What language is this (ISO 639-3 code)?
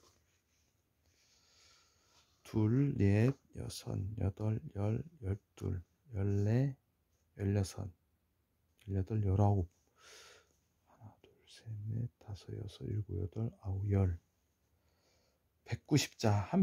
kor